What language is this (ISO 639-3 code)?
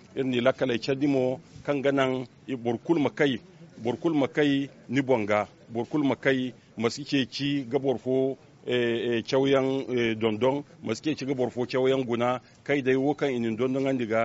dje